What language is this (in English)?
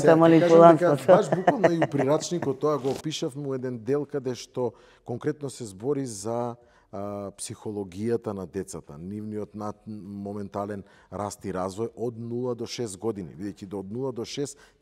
Macedonian